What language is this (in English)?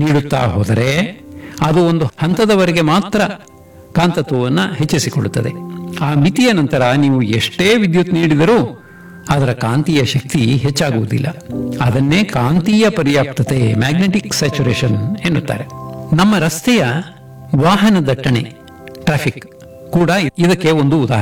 Kannada